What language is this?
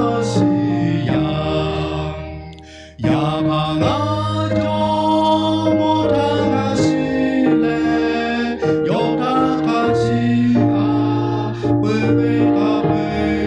Lahu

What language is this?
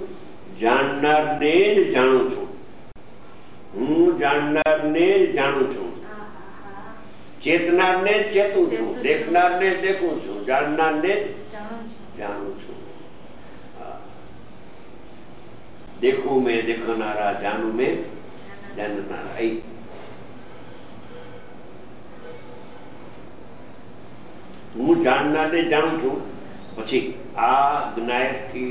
Gujarati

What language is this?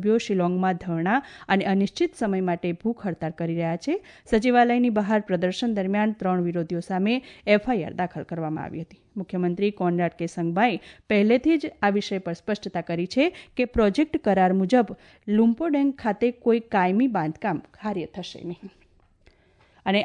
Gujarati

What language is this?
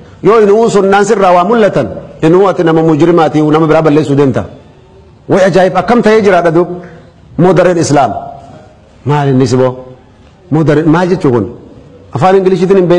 Oromo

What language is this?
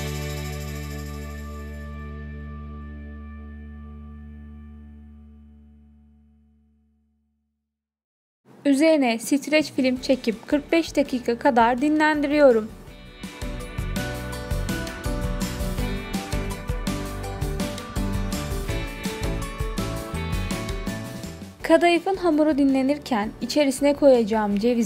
Turkish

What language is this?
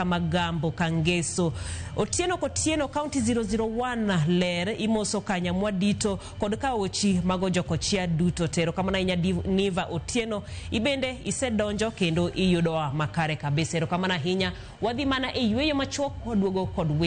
Luo (Kenya and Tanzania)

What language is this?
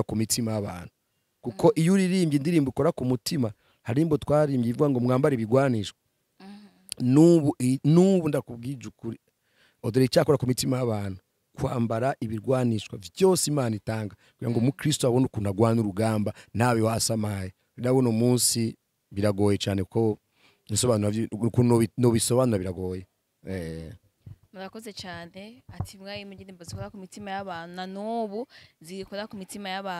Rundi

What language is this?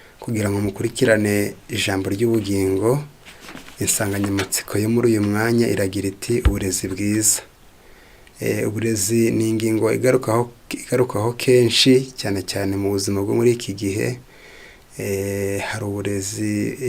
Kinyarwanda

